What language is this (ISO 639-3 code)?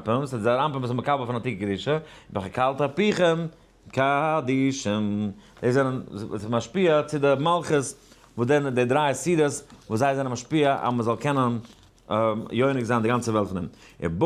yid